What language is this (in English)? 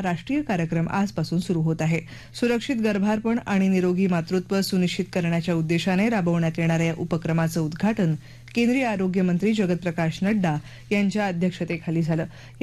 Marathi